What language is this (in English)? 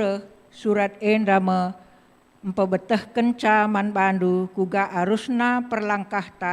Batak Karo